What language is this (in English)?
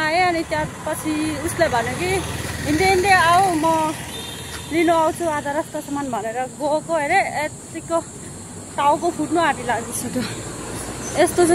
Nepali